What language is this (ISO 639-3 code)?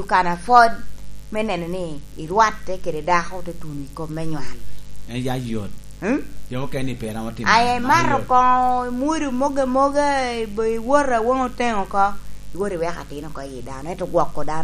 laj